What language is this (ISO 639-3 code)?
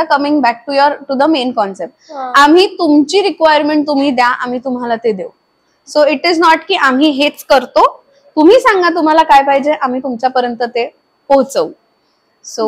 mar